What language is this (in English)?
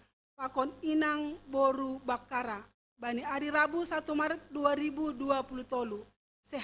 Batak Simalungun